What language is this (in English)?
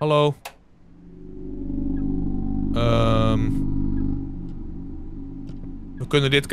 Dutch